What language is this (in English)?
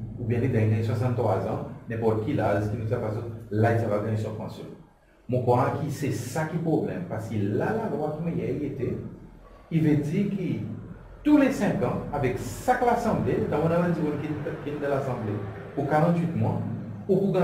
Seselwa Creole French